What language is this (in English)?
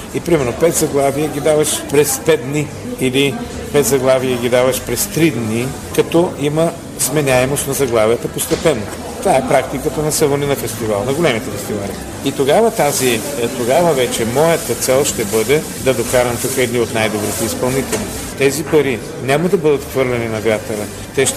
Bulgarian